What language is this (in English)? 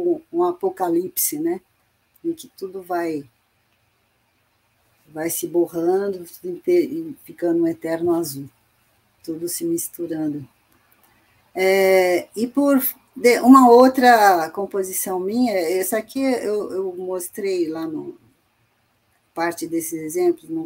Portuguese